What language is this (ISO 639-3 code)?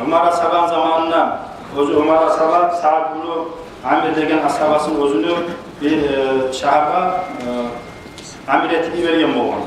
kum